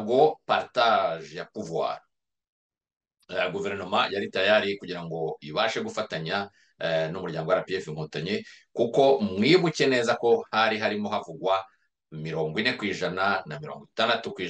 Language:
Kinyarwanda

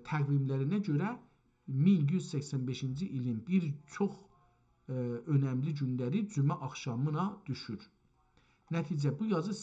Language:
South Azerbaijani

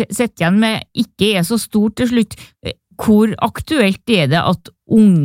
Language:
Norwegian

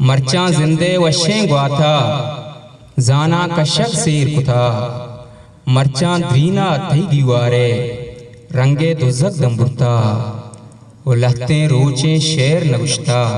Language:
Eastern Balochi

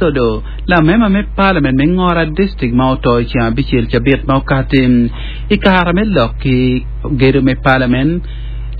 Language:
Acoli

